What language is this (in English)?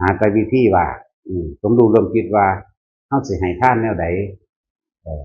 Northeastern Thai